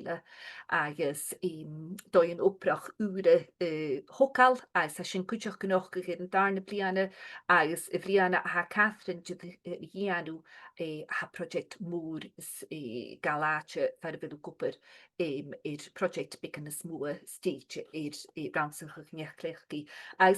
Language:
Scottish Gaelic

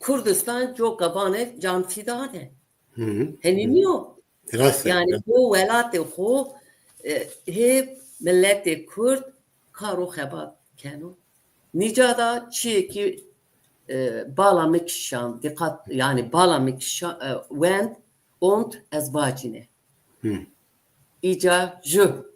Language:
Zaza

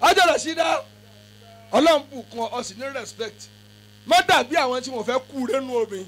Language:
Yoruba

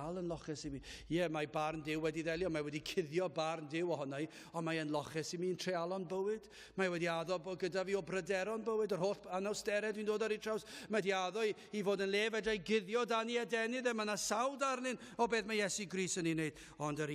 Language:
Welsh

